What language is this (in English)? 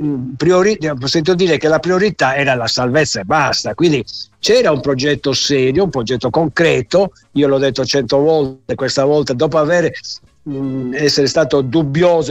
Italian